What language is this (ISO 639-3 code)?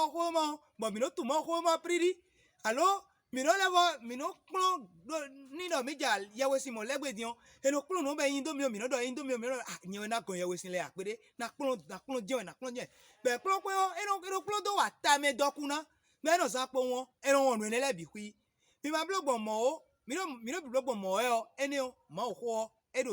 fon